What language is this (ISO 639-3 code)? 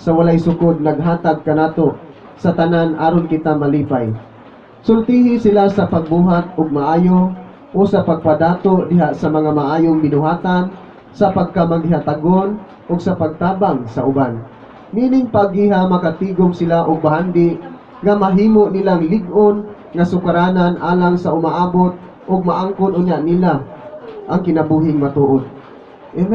ceb